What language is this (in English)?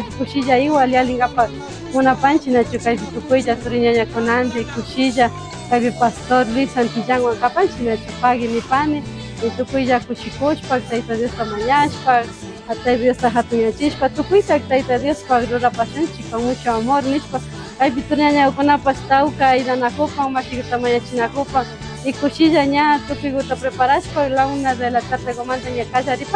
Imbabura Highland Quichua